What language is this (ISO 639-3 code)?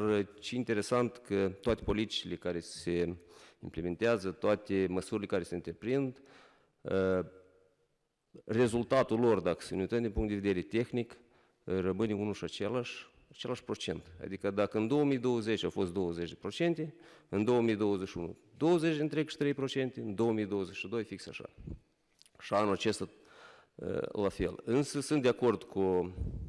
ron